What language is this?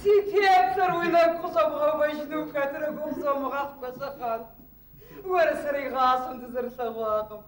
Kabardian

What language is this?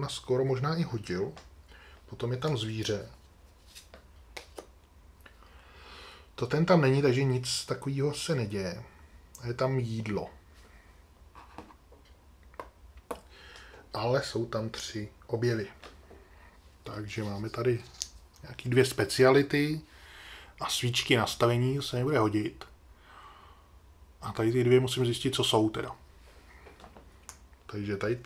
Czech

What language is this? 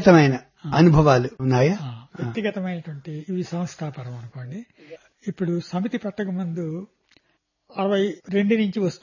Telugu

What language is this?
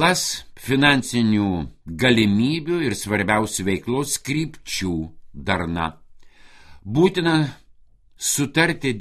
Lithuanian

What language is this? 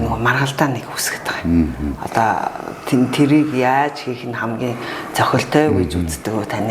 Mongolian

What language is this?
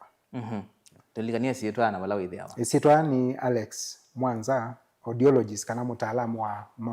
Kamba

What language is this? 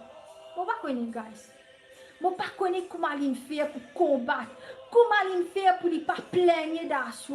Morisyen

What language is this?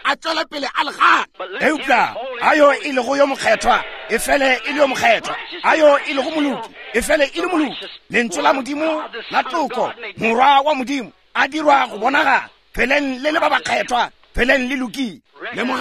Northern Sotho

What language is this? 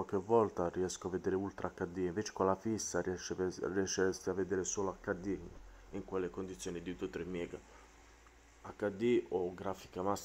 Italian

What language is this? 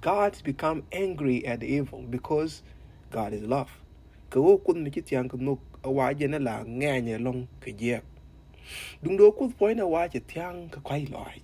Nuer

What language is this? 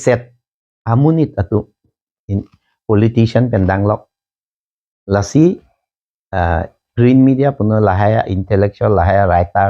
Karbi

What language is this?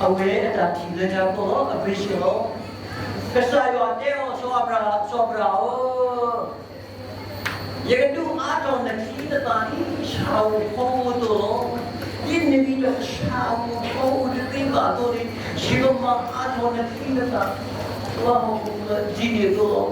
S'gaw Karen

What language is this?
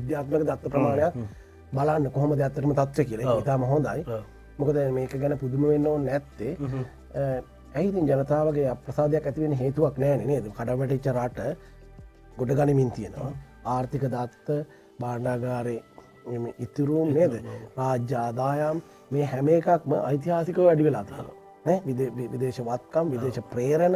Sinhala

